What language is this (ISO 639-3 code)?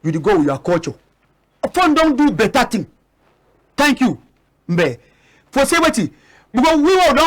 wes